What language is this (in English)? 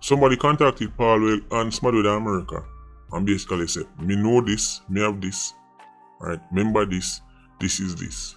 Jamaican Creole English